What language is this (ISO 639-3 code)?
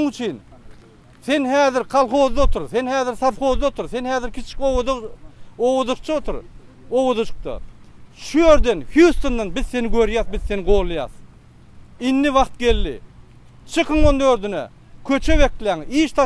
tuk